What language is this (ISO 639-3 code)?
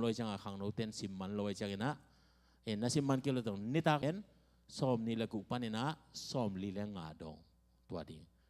ctd